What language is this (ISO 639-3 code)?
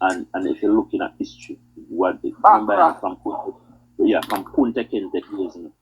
jam